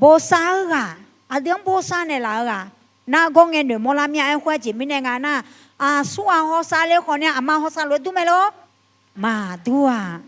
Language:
Akha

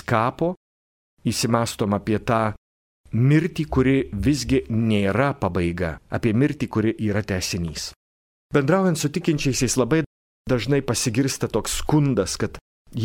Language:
Lithuanian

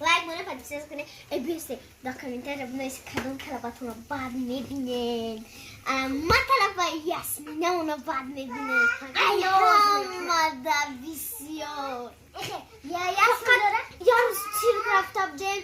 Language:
Tajik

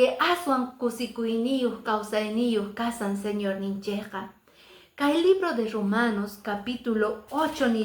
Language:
Quechua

